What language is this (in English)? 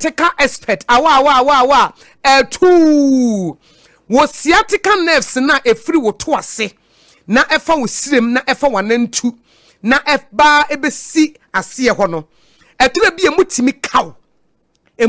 Akan